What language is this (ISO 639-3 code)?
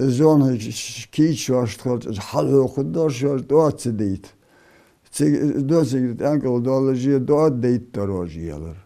inh